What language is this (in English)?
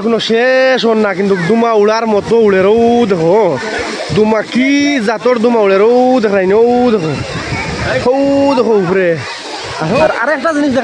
Sylheti